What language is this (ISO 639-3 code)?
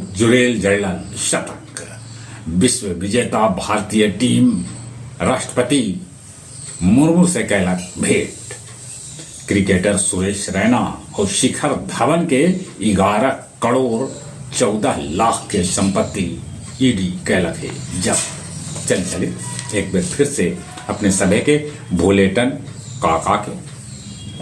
mag